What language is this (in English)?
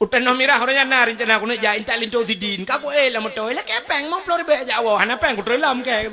Achinese